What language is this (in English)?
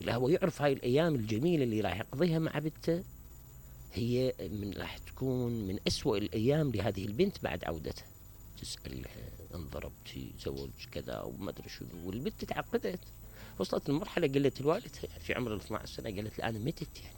Mesopotamian Arabic